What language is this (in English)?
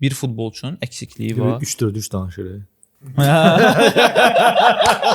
Azerbaijani